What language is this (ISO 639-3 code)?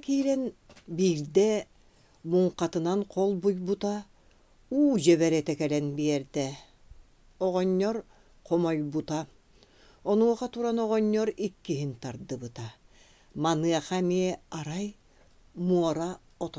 sah